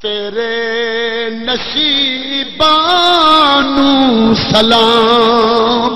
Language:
Saraiki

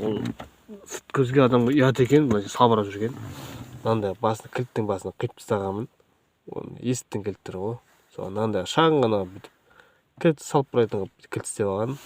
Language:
Kazakh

